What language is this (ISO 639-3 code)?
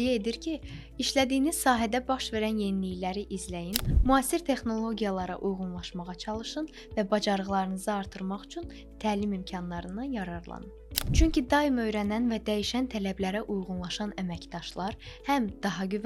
aze